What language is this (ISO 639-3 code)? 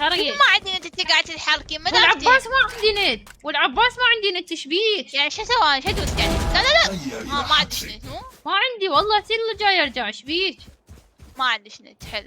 acm